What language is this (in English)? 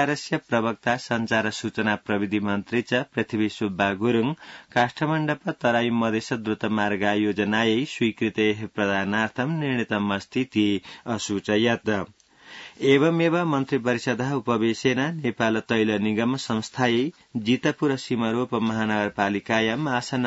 Sanskrit